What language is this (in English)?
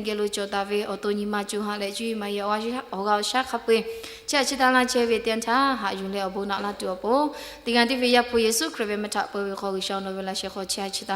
Lahu